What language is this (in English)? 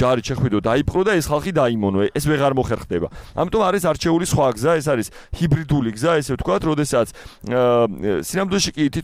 Georgian